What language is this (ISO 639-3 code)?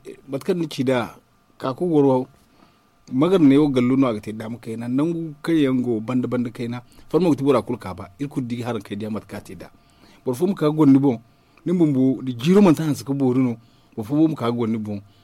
dje